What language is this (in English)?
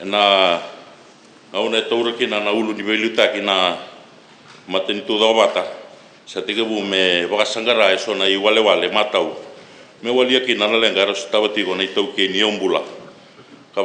Fijian